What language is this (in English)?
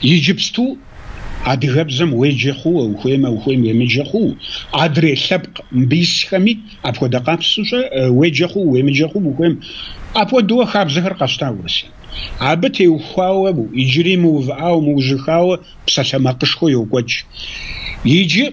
Kabardian